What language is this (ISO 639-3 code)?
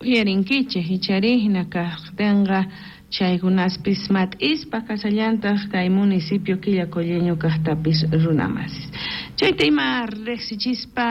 quh